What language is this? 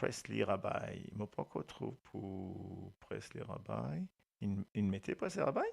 Morisyen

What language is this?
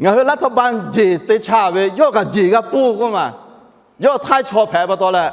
Lahu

